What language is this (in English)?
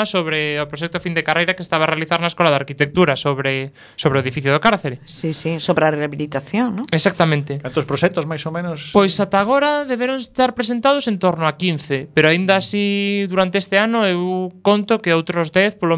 Galician